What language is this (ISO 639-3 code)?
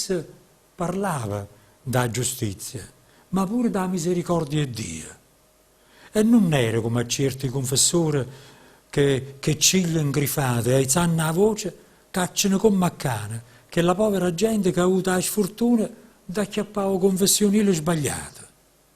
nap